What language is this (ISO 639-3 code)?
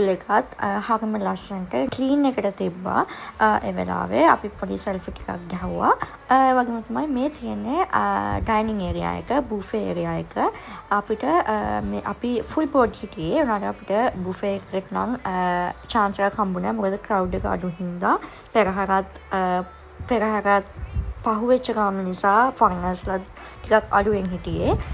sin